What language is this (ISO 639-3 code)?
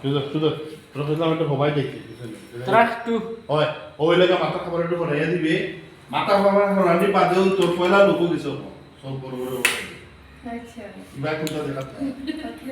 syl